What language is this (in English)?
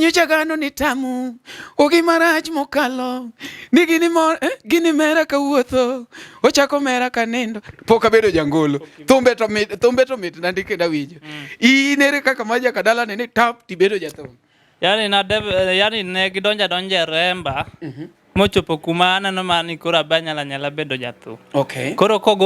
Luo (Kenya and Tanzania)